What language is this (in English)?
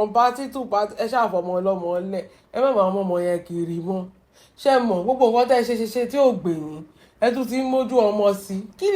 Yoruba